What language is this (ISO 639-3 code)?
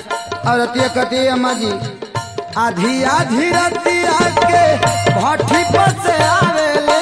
bho